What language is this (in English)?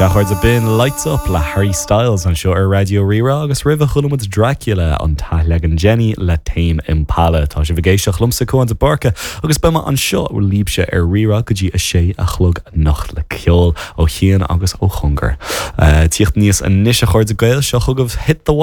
Irish